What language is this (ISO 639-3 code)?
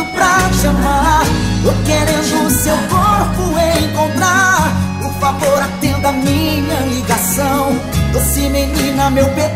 por